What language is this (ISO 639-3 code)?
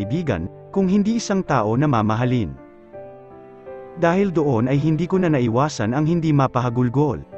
fil